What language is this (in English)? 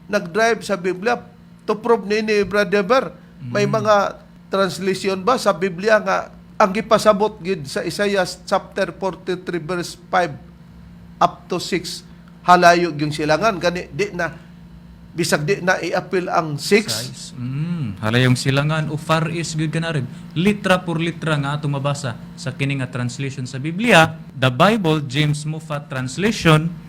Cebuano